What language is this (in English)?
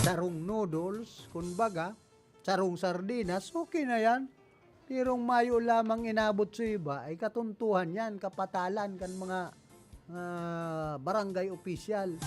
Bikol